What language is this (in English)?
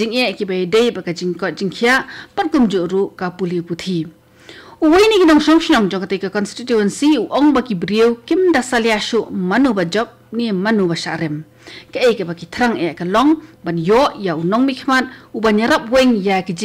Khasi